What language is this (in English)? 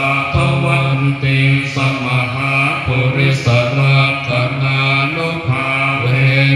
Pali